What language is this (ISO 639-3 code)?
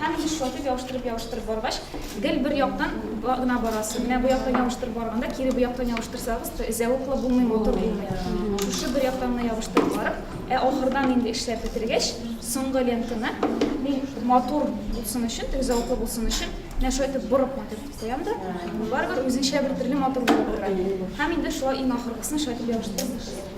tat